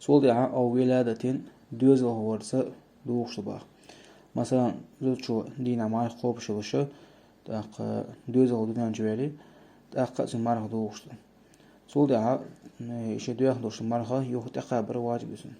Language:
Chechen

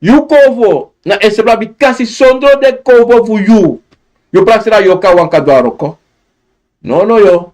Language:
Sranan Tongo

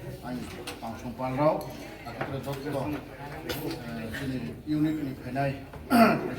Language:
Riang (India)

